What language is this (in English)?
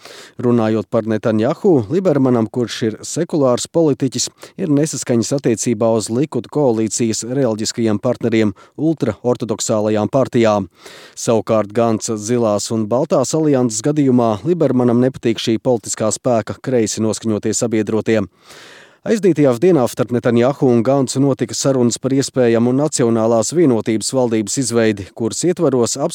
Latvian